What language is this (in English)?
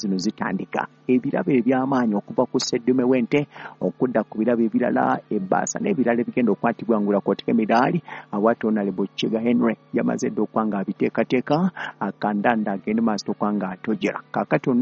Ganda